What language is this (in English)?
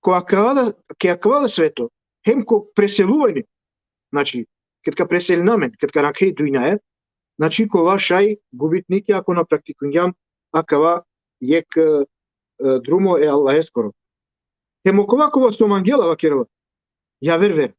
Balkan Romani